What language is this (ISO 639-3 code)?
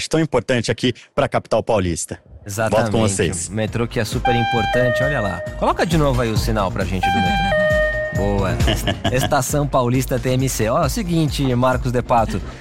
por